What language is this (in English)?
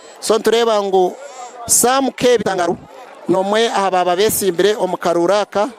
Nyankole